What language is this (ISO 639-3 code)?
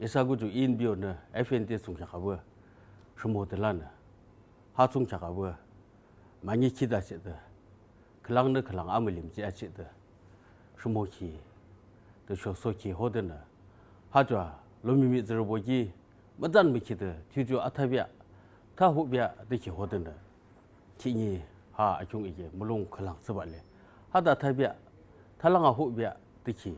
yim